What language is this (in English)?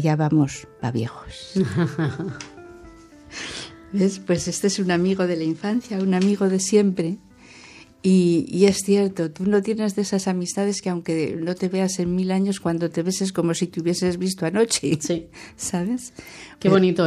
Spanish